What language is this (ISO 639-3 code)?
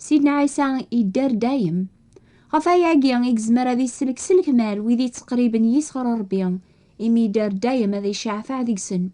kab